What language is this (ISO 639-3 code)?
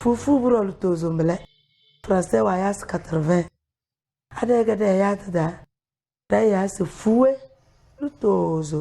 kdh